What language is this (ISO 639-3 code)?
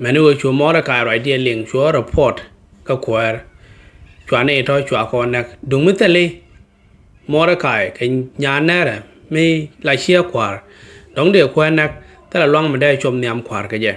nus